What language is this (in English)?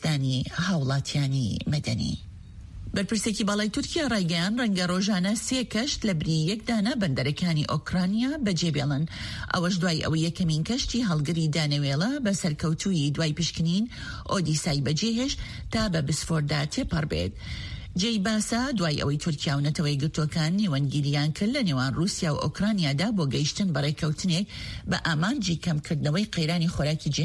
Central Kurdish